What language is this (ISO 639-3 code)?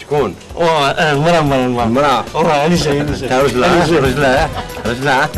arq